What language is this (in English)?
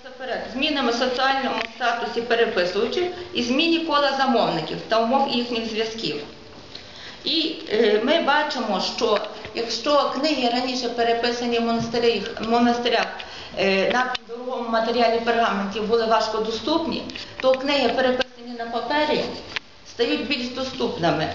Ukrainian